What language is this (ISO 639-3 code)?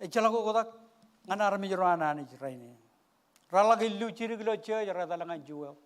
mah